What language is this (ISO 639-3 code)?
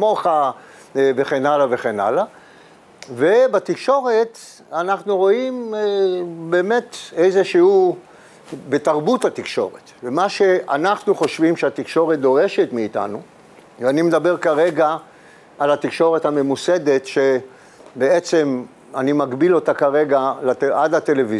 heb